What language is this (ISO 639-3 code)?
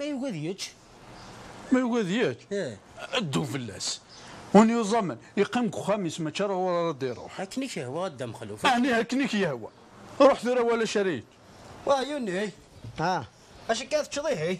kab